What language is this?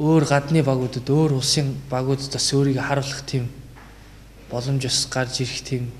Mongolian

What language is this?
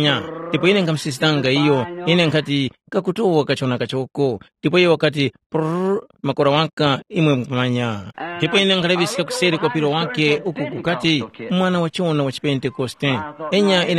Tumbuka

